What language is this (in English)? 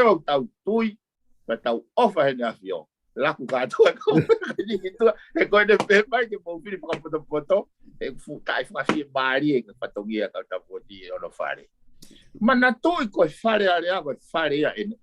Tongan